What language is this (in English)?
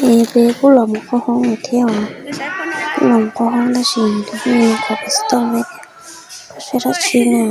Hmong